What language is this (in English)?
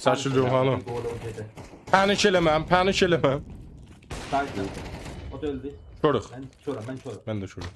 South Azerbaijani